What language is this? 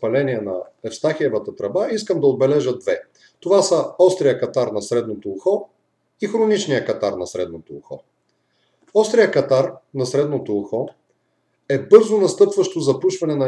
Bulgarian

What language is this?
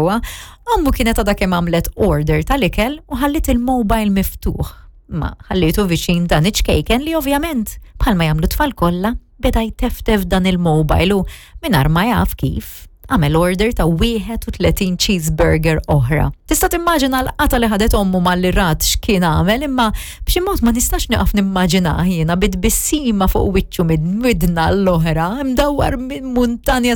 Maltese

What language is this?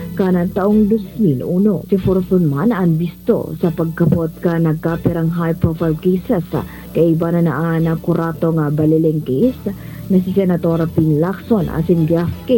Bikol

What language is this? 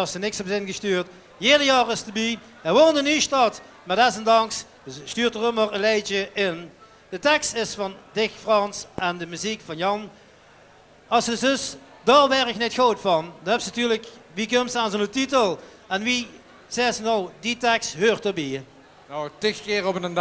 Limburgish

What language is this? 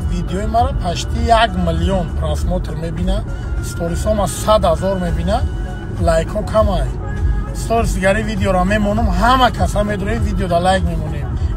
Tajik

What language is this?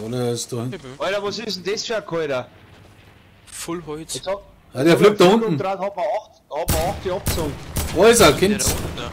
Bavarian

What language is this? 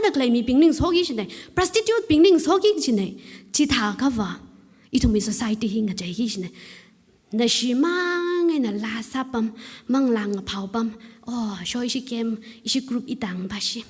Tangkhul Naga (India)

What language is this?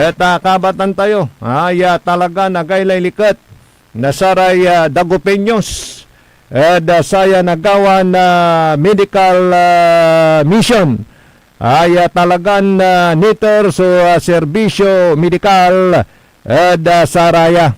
Pangasinan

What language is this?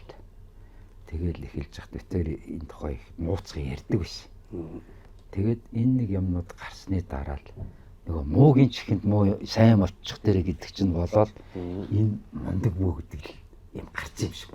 Mongolian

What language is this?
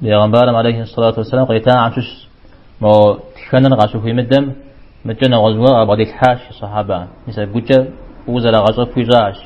Kabardian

